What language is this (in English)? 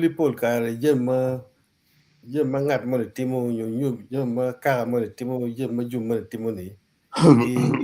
Acoli